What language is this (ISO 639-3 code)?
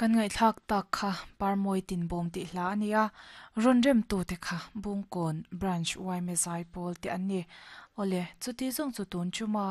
lus